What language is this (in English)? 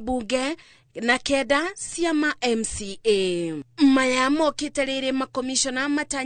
Kikuyu